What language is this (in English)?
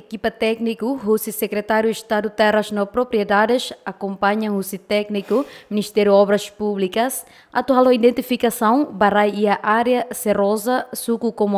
Tetum